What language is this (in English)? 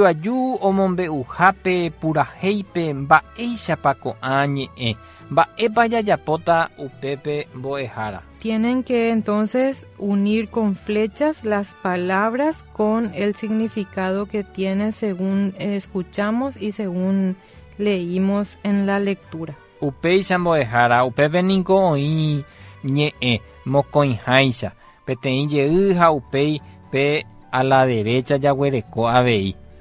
Guarani